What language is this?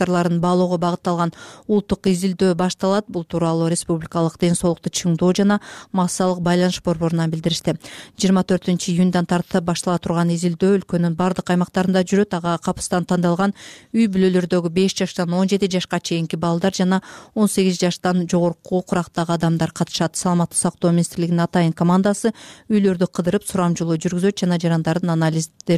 Kyrgyz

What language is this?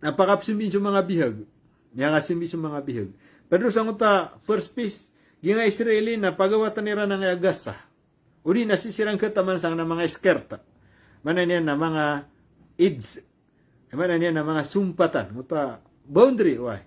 Maranao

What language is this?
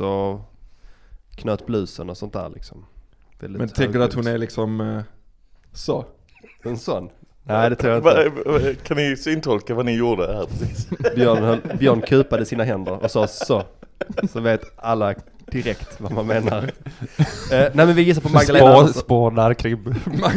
Swedish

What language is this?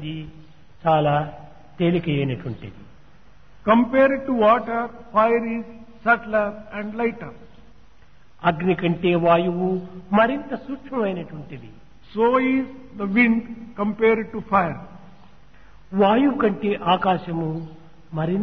Telugu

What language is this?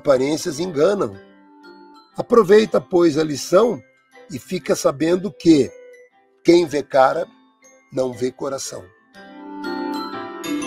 Portuguese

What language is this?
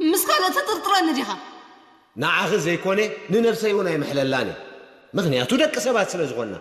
Tigrinya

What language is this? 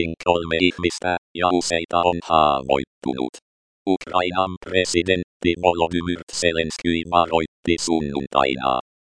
Finnish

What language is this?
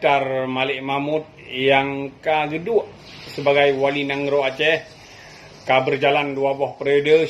Achinese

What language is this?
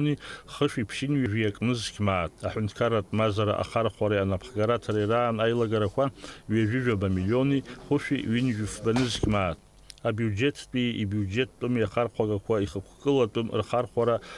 Abkhazian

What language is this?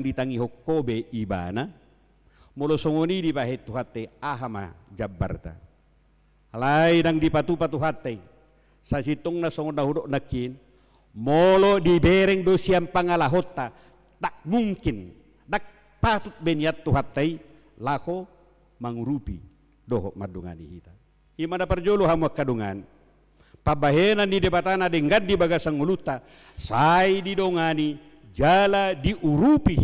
Batak Toba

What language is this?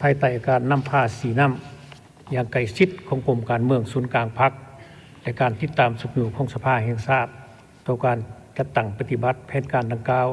Lao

